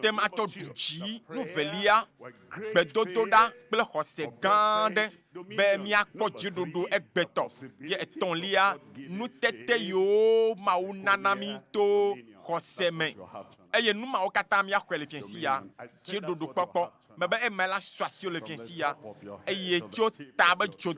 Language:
Ewe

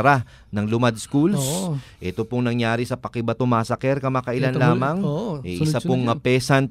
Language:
Filipino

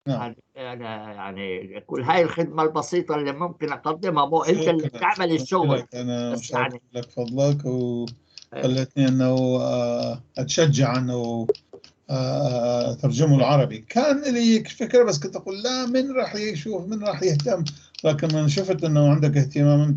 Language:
North Levantine Arabic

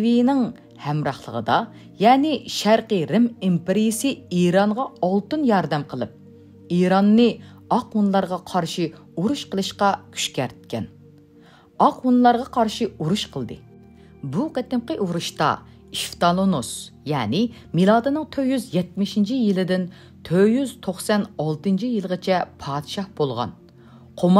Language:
Uyghur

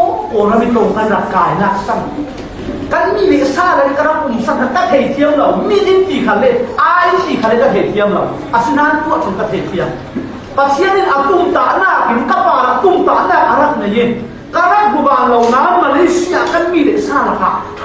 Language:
Falam Chin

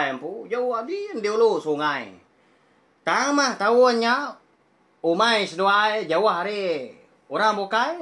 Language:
Iban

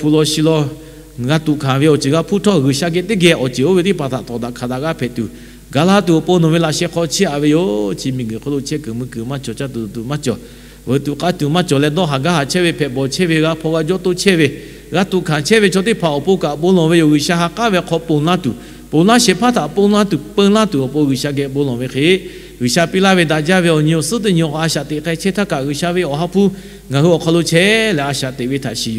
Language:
Lahu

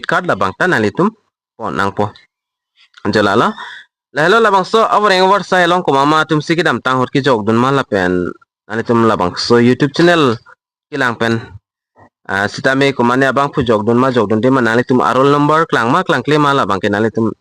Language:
Karbi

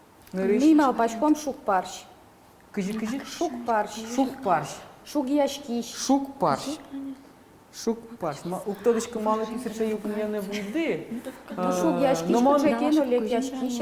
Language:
Udmurt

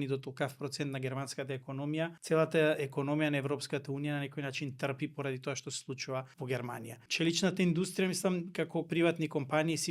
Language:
Macedonian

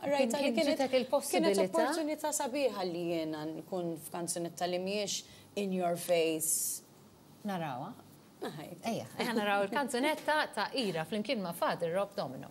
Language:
Maltese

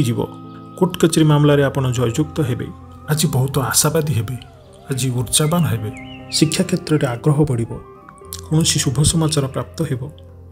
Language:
Odia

